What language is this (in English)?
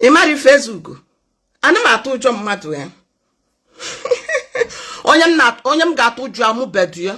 Igbo